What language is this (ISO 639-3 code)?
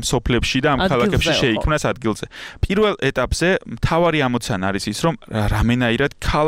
kat